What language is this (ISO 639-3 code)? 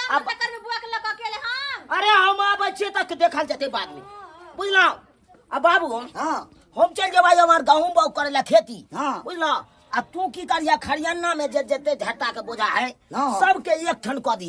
mai